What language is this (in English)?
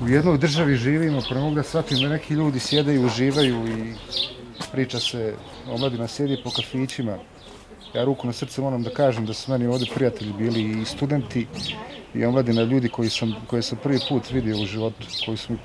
Bosnian